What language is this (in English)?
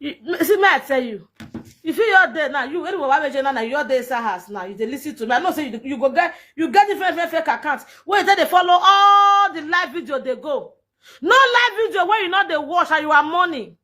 Nigerian Pidgin